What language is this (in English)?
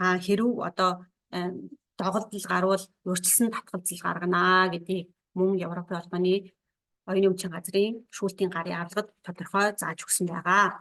Mongolian